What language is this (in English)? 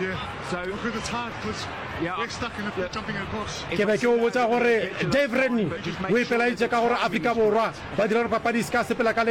Northern Sotho